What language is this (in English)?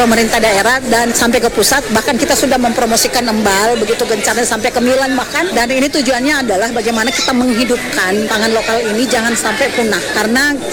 Indonesian